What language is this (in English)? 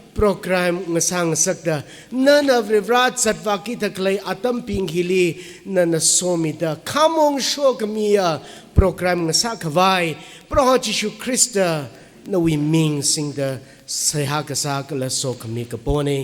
Tangkhul Naga (India)